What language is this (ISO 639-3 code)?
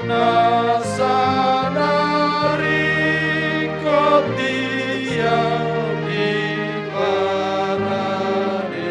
bbc